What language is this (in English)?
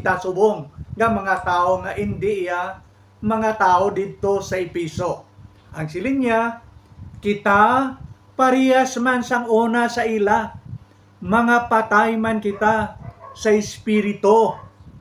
Hiligaynon